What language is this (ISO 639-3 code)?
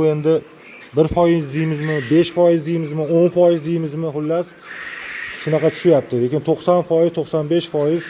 uzb